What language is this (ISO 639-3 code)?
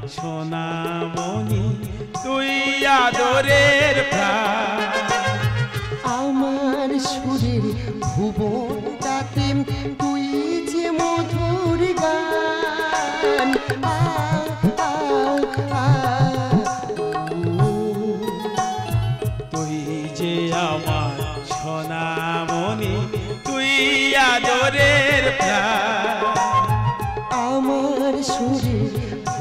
ben